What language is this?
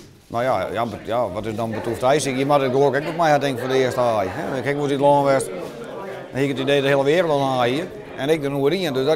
Western Frisian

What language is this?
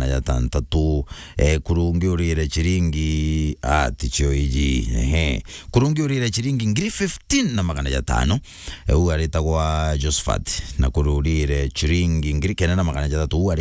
Meru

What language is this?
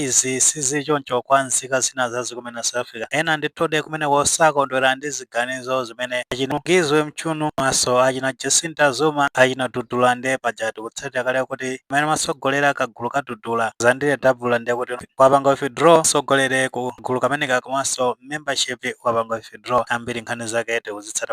Nyanja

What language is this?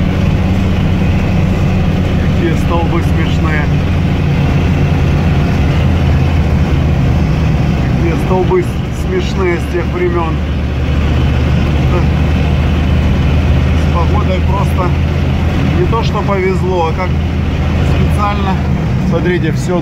Russian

